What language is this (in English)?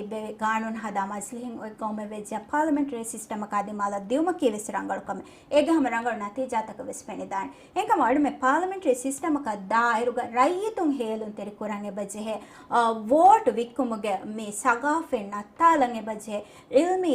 Divehi